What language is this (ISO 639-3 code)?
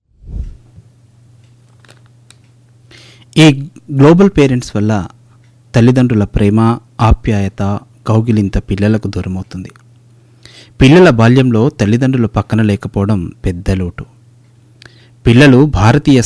tel